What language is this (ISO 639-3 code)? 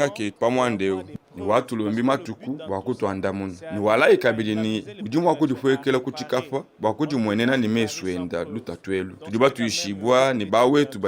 lua